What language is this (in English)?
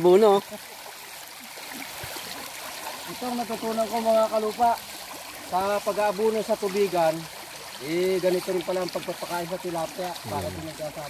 Filipino